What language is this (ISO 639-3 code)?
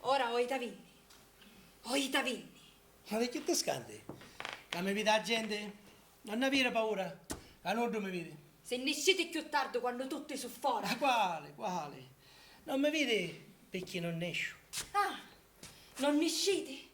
scn